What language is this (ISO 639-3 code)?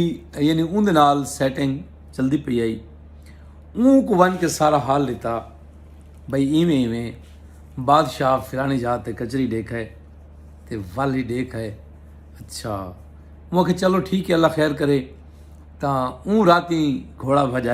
skr